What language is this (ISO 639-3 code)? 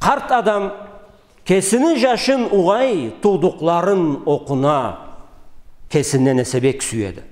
krc